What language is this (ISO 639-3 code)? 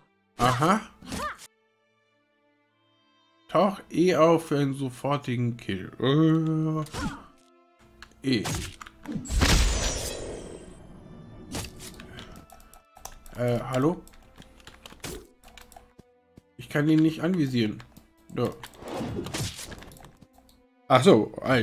deu